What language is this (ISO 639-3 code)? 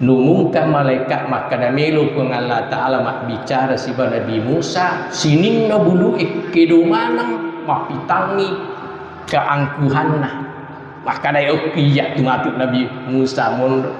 bug